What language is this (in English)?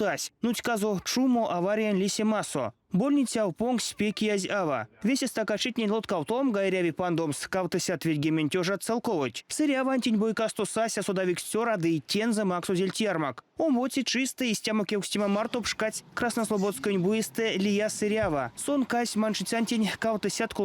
Erzya